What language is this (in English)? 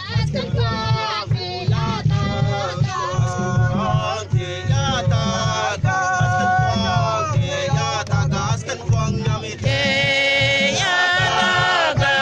Mabaan